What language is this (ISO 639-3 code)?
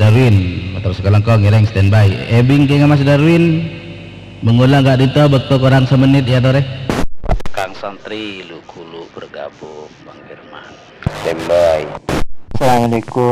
mad